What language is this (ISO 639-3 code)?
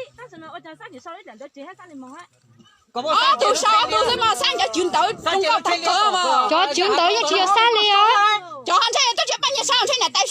hmn